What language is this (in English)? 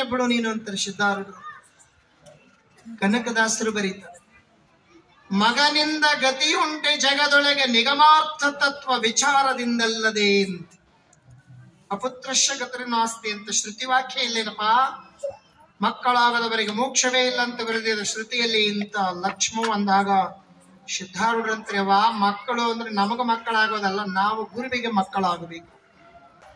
Kannada